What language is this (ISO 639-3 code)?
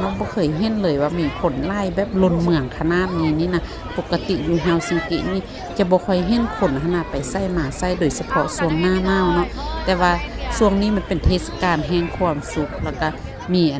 tts